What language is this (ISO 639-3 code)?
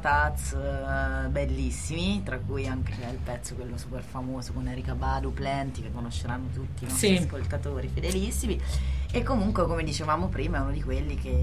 ita